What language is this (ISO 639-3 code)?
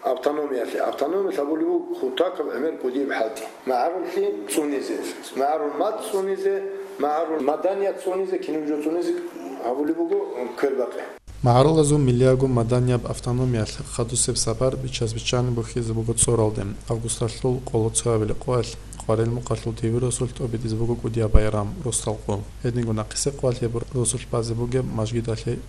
ava